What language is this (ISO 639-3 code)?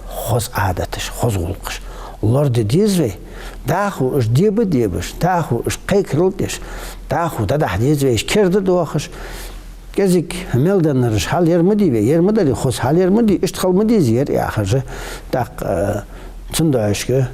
inh